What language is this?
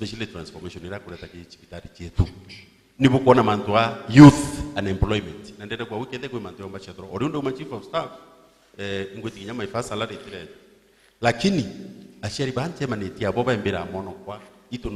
Meru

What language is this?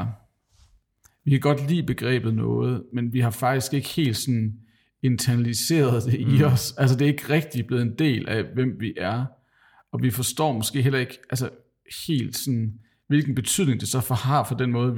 Danish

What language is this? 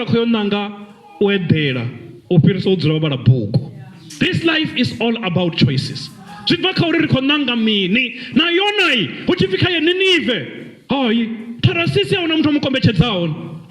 Venda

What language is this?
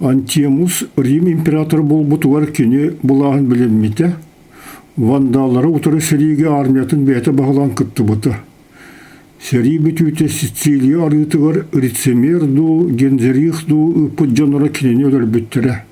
Yakut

